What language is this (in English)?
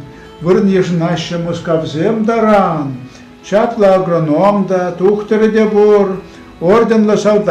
Chuvash